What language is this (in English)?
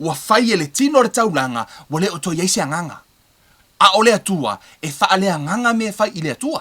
Samoan